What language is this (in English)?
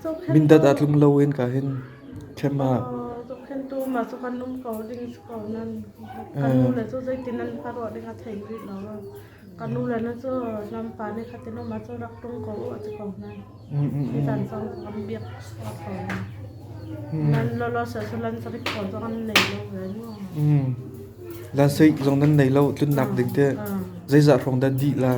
Hakha Chin